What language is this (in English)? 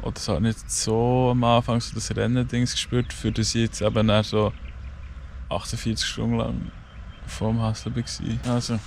Swiss German